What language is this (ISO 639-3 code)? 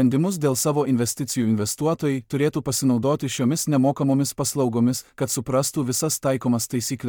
lit